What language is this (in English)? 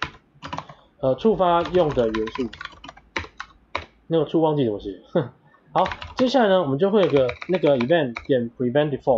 Chinese